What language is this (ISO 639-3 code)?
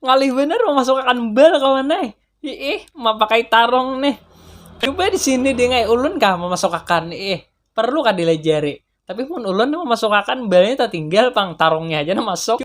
bjn